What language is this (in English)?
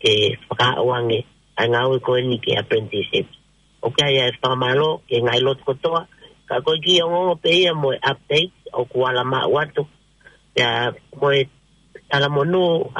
Tongan